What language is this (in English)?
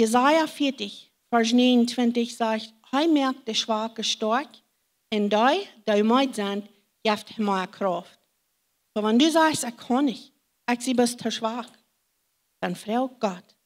Plautdietsch